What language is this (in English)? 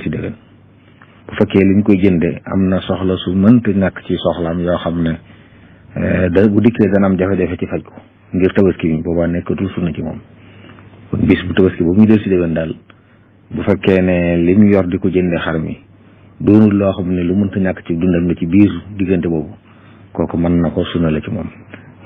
Wolof